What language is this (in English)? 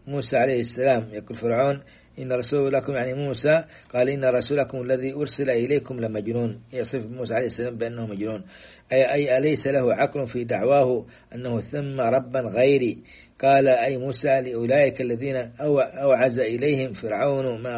Arabic